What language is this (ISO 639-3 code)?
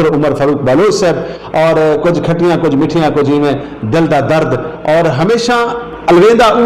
skr